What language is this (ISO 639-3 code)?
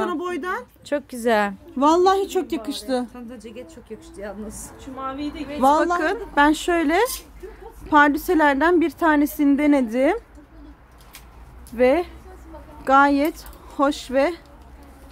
tur